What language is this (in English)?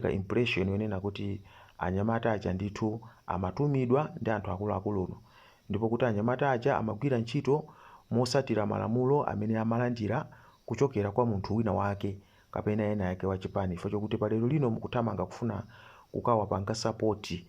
Nyanja